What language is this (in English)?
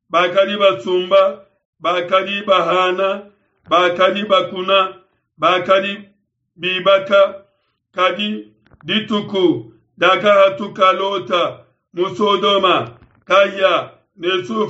Luba-Lulua